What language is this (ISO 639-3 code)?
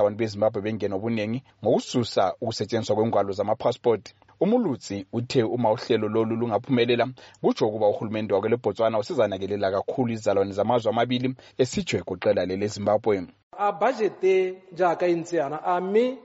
nde